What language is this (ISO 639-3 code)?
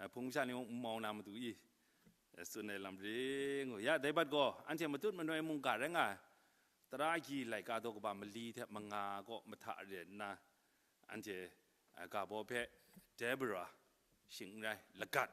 kac